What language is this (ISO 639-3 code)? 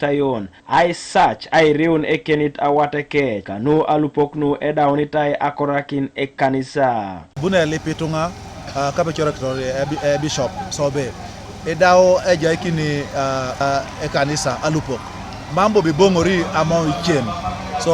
teo